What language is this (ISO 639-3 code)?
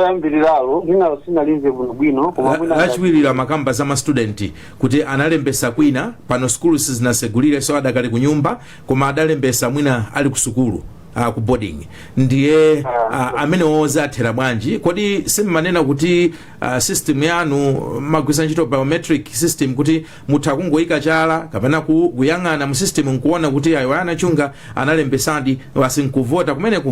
nya